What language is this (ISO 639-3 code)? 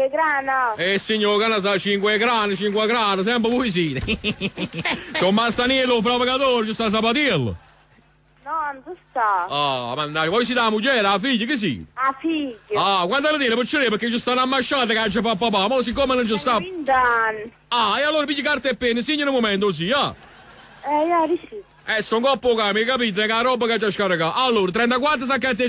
nap